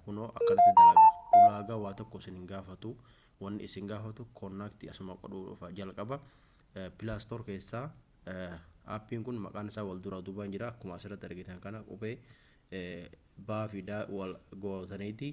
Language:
Oromo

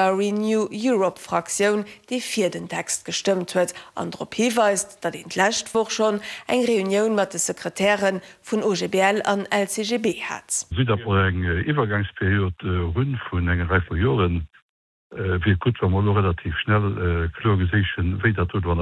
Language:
Luxembourgish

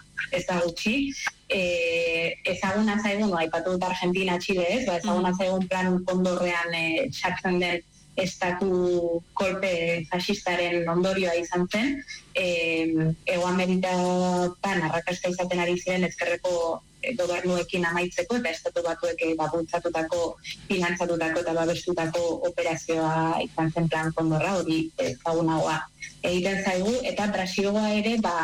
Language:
Basque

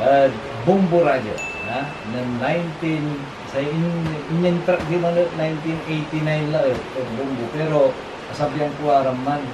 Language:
Pangasinan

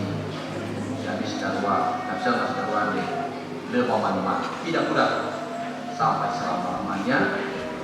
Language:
Nias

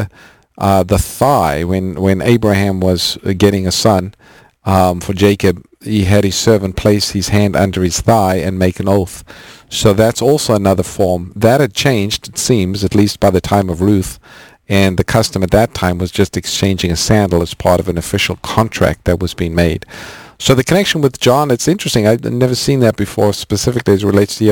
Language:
English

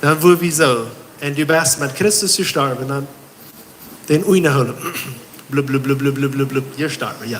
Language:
Plautdietsch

